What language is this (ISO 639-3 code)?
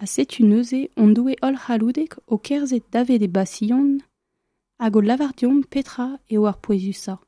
bre